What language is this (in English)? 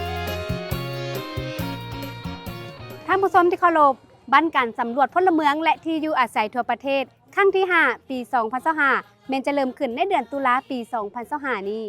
Lao